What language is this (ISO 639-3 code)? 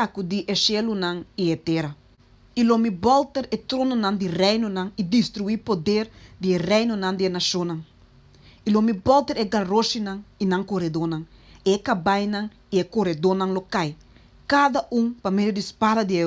pap